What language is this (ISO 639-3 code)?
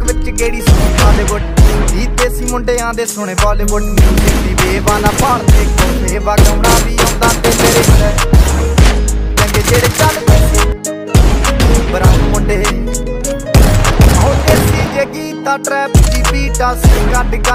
pan